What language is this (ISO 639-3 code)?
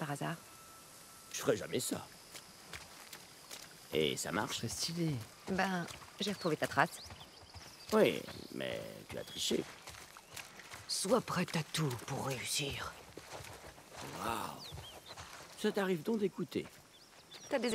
fra